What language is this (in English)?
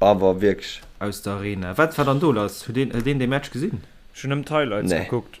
Luxembourgish